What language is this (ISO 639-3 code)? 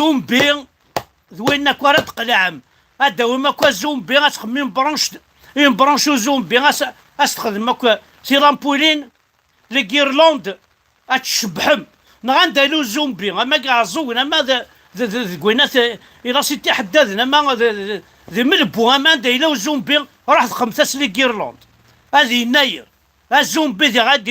kab